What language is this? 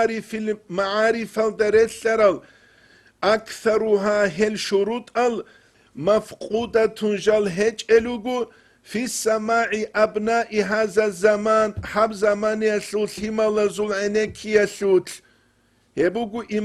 Avaric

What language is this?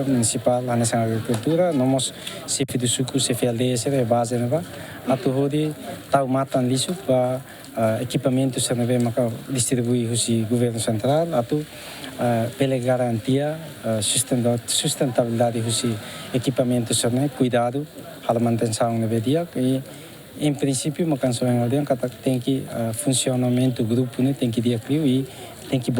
Tetum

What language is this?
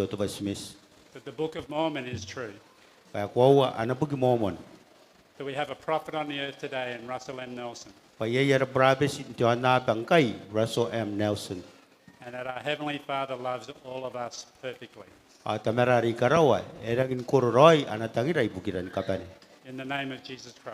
Gilbertese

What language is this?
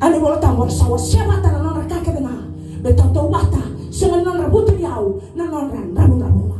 Fijian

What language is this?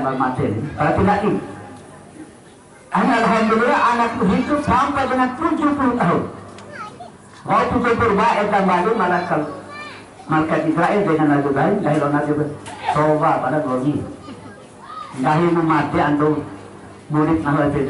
Indonesian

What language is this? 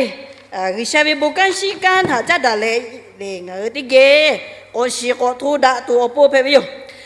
Lahu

